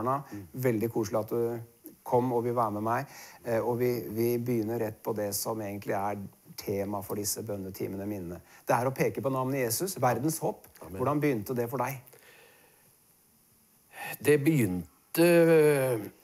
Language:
Norwegian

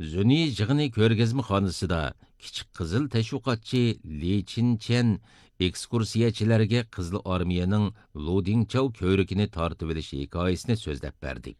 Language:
Uyghur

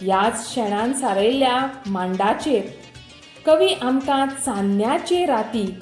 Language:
Konkani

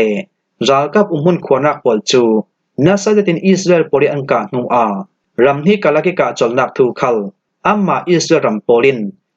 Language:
Falam Chin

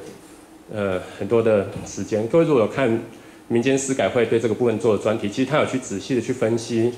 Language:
Chinese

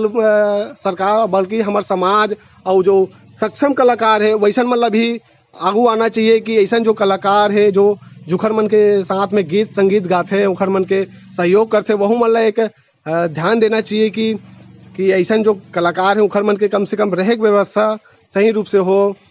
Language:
Chhattisgarhi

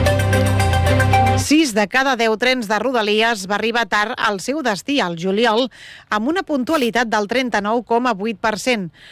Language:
Catalan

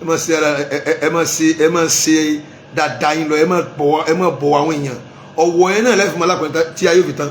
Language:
Yoruba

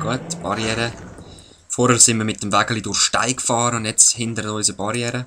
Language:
Swiss German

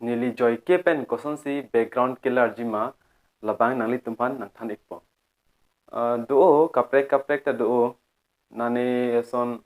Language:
Karbi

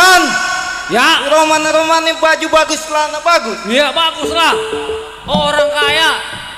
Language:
Betawi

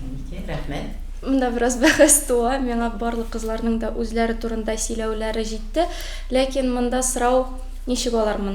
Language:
Tatar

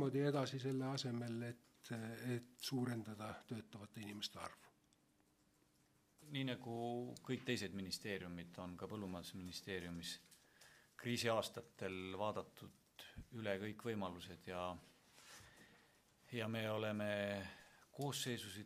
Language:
Estonian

